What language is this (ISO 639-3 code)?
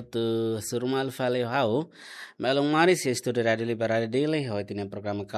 tet